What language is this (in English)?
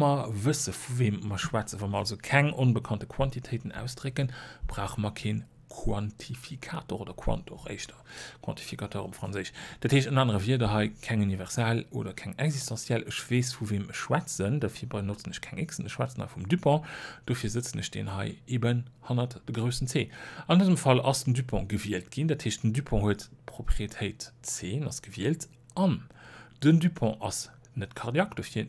Luxembourgish